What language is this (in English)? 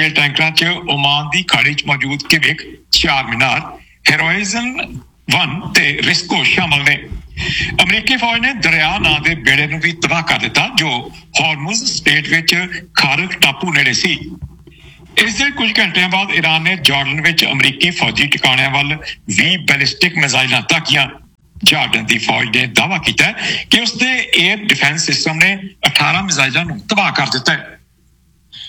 Punjabi